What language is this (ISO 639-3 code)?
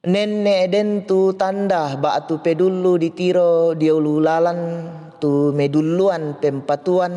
sda